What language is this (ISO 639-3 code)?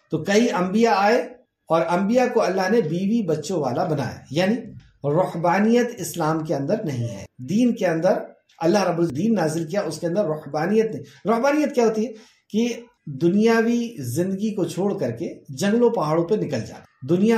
urd